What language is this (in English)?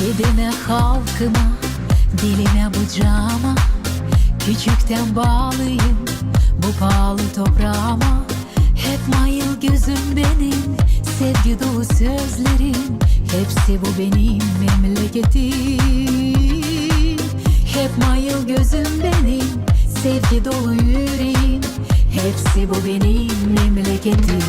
Gagauz